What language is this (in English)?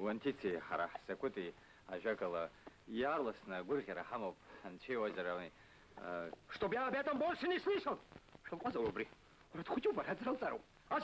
Abkhazian